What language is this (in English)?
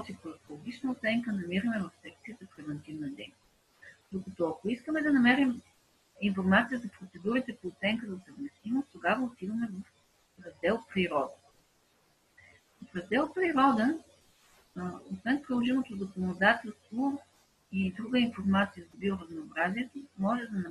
Bulgarian